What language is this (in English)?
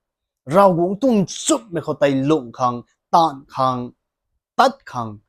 Rongmei Naga